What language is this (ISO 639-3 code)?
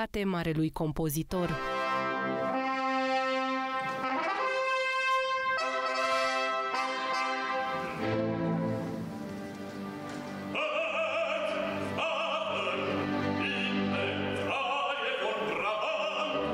ron